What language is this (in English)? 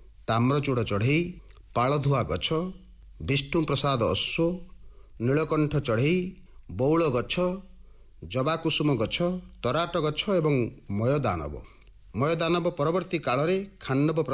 Odia